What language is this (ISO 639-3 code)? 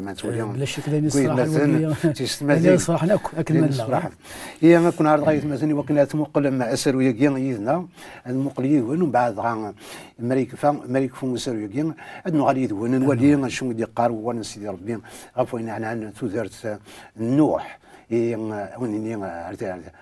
kab